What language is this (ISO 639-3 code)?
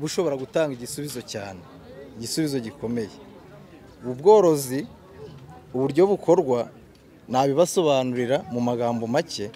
kin